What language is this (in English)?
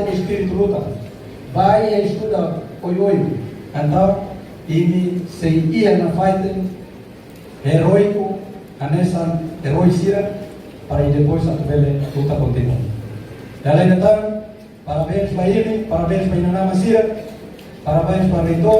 Tetum